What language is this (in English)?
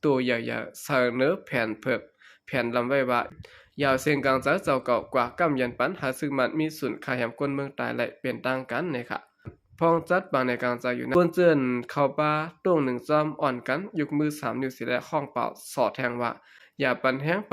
Shan